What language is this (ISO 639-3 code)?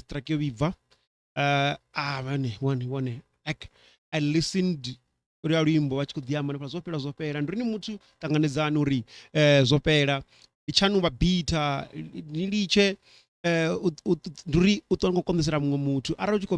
ven